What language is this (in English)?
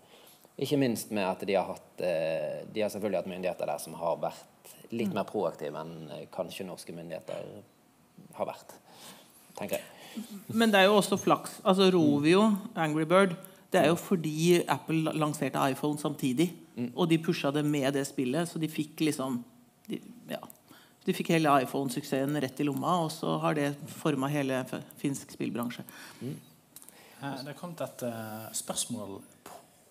Norwegian